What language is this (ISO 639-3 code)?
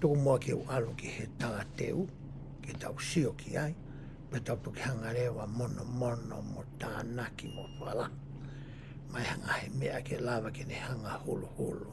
ton